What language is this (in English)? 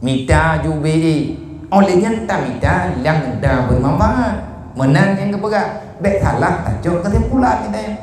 Achinese